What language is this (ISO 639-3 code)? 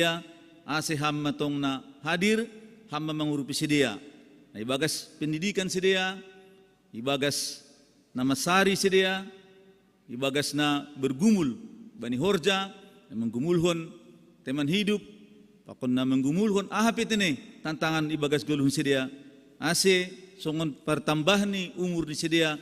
bts